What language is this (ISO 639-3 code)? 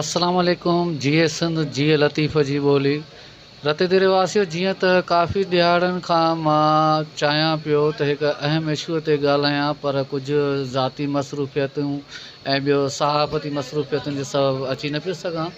snd